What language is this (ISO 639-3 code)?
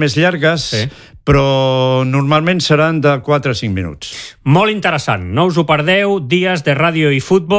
cat